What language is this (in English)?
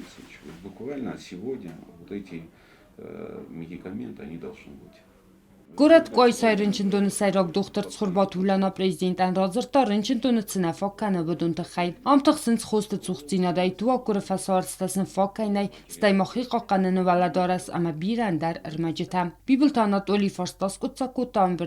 Ossetic